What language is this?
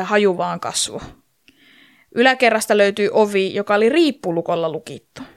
Finnish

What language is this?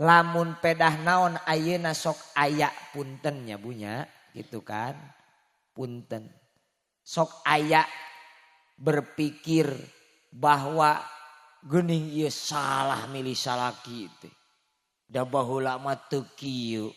Sundanese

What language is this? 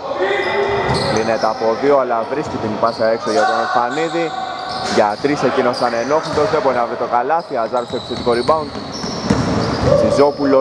Greek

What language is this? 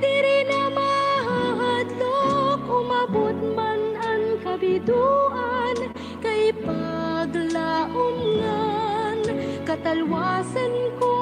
Waray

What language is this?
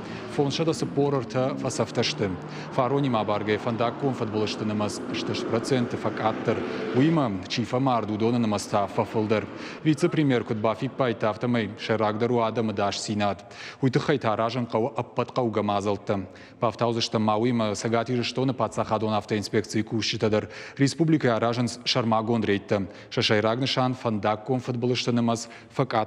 Ossetic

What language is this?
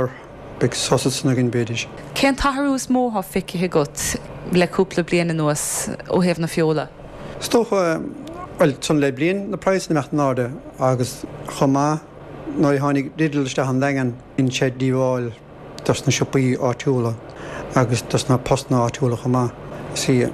Irish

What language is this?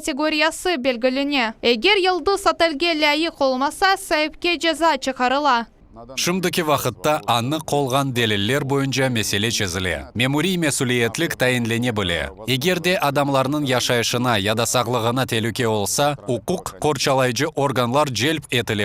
Crimean Tatar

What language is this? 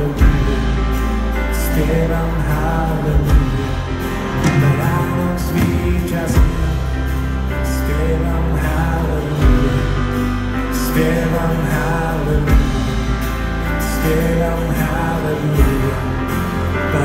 Slovak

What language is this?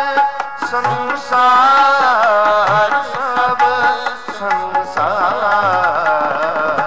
Punjabi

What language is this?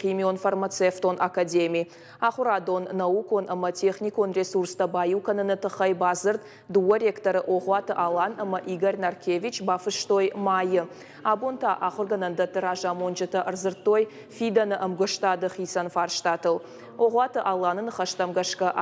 Ossetic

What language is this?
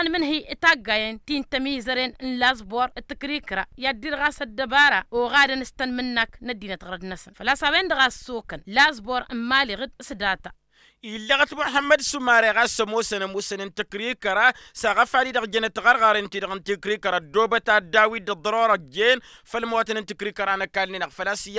Tamasheq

